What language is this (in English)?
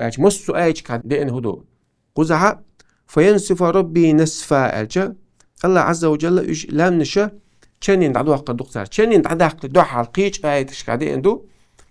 Chechen